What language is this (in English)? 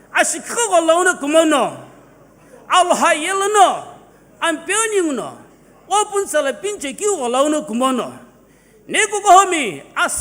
Sumi Naga